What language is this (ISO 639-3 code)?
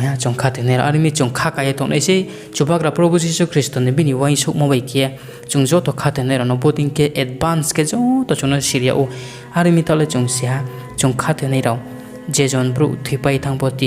ria